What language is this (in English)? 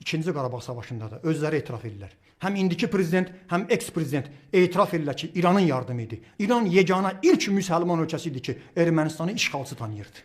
Azerbaijani